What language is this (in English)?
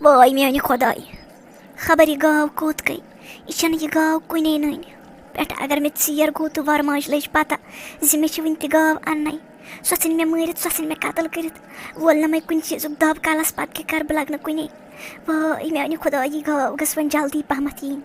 Kashmiri